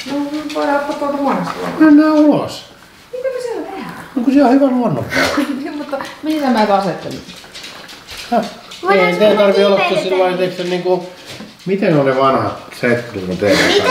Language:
Finnish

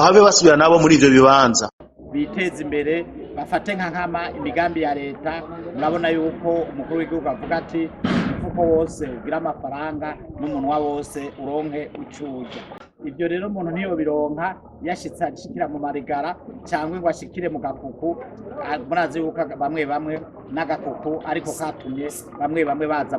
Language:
Rundi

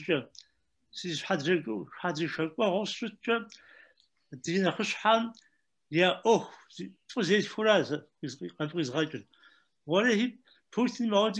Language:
Kabardian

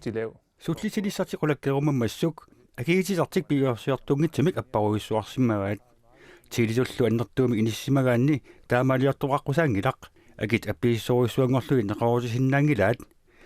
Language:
Kalaallisut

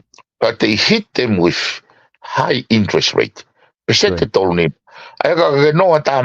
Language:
Tongan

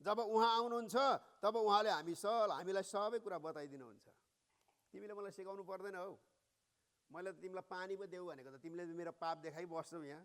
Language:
Nepali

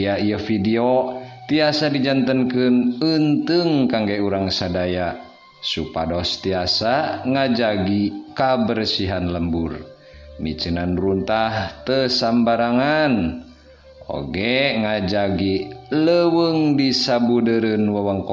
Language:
Sundanese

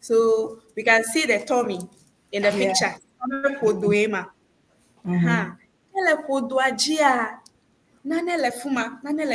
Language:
Ewe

